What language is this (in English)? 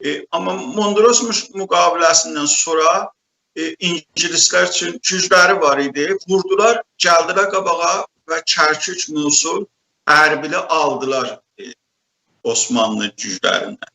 South Azerbaijani